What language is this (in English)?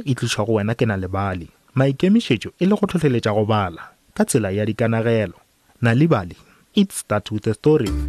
Northern Sotho